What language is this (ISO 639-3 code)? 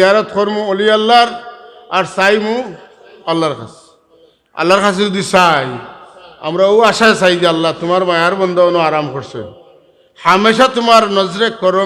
syl